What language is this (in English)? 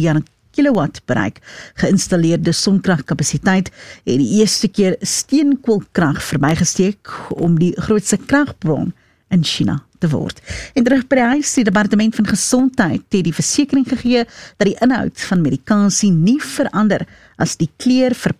Afrikaans